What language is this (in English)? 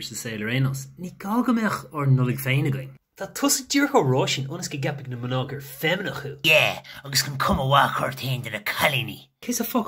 Irish